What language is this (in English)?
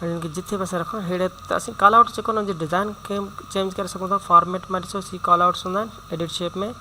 Sindhi